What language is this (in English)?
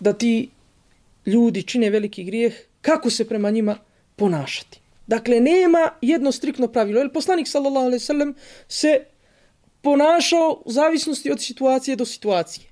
Bosnian